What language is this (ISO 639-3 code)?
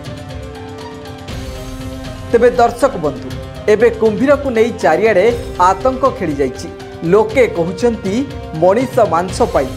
ori